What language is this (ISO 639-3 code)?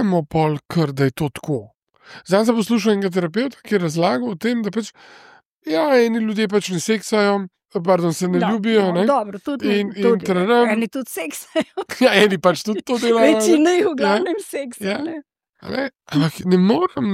slv